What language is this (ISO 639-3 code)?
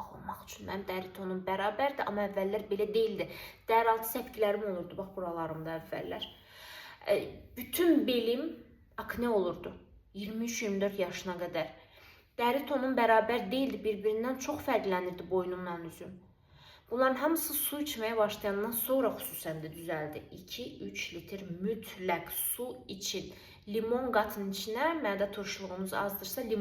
aze